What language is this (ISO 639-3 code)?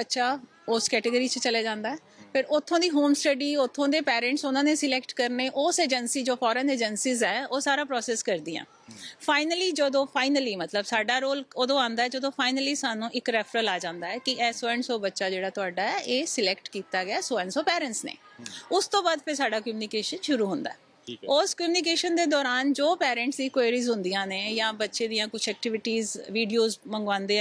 pan